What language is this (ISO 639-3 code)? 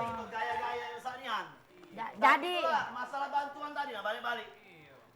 mui